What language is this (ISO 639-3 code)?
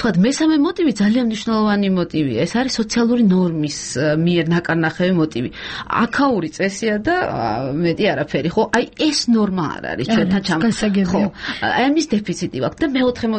kat